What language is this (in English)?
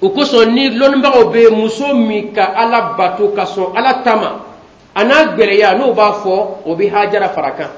Bambara